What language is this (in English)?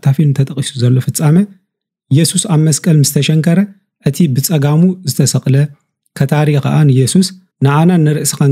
Tigrinya